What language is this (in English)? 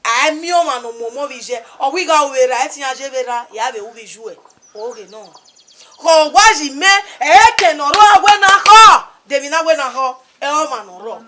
Bini